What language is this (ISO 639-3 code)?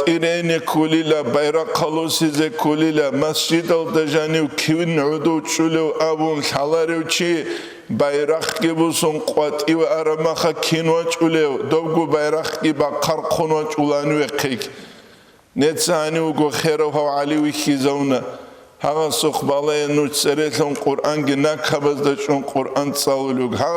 ava